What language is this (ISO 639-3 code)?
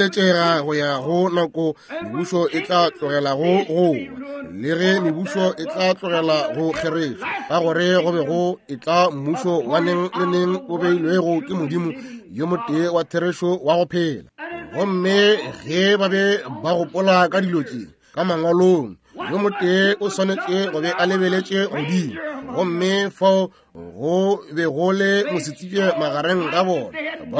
nso